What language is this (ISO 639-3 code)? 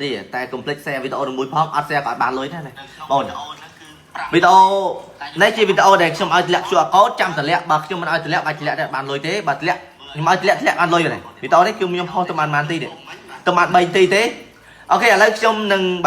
khm